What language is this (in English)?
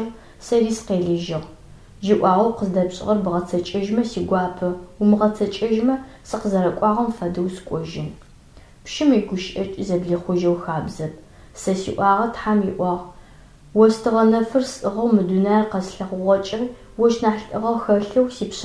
Adyghe